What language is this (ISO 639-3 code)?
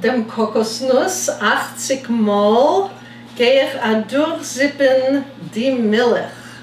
yid